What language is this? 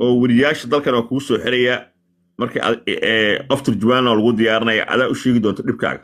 Somali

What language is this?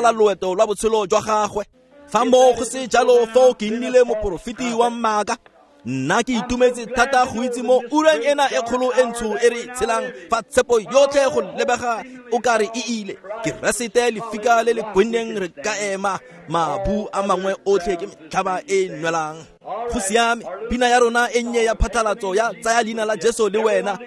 Tswana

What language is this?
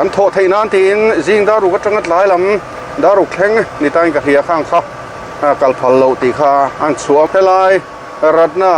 Mizo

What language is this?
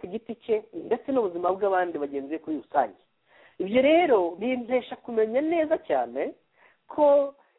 Kinyarwanda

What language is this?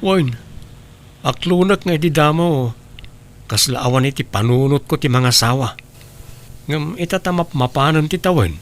Iloko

